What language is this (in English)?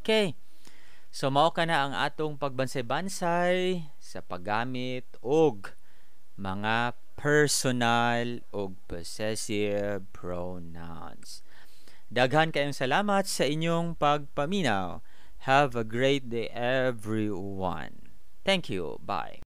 Cebuano